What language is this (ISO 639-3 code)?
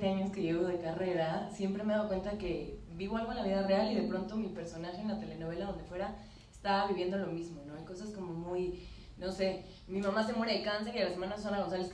spa